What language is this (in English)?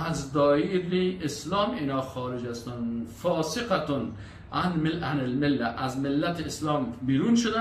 Persian